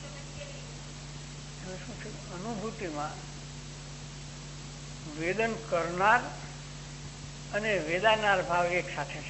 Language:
Gujarati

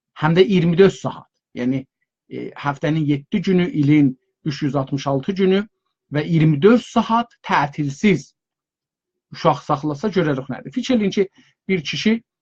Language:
South Azerbaijani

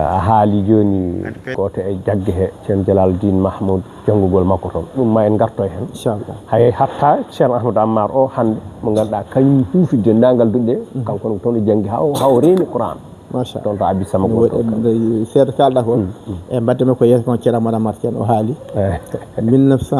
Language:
Fula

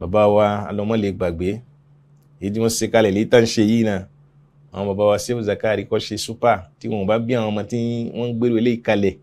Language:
Yoruba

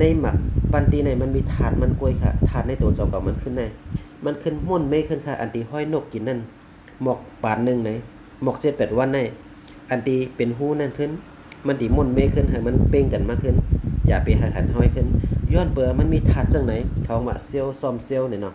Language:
Shan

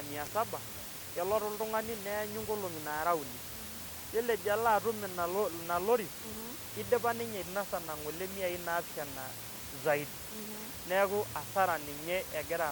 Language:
Masai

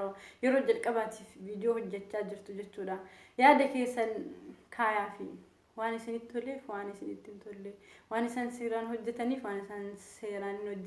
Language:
Oromo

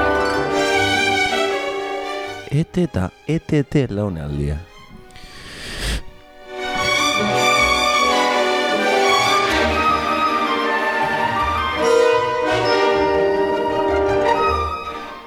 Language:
Basque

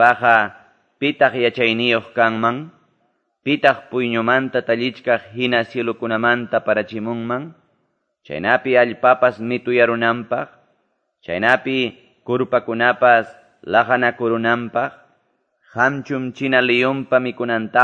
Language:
Quechua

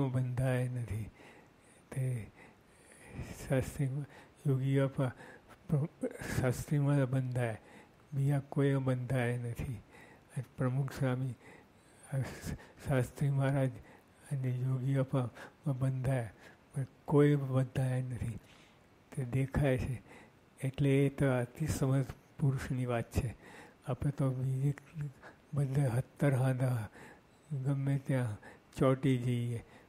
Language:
Gujarati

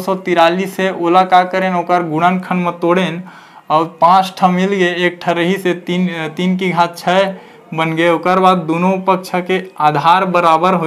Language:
Chhattisgarhi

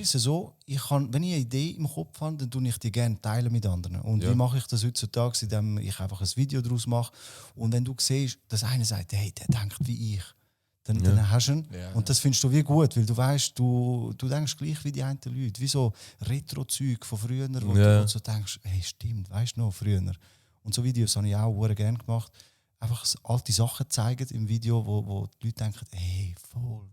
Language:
Swiss German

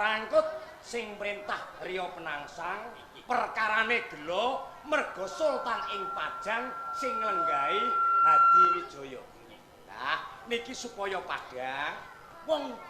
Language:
Javanese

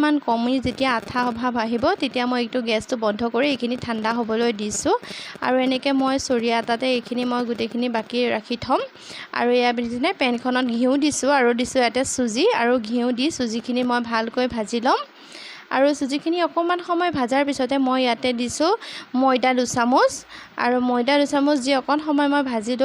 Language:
Assamese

